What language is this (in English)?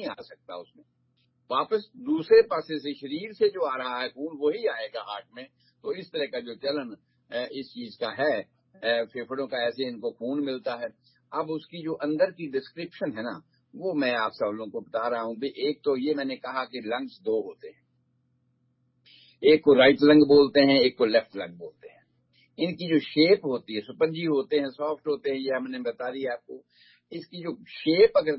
Urdu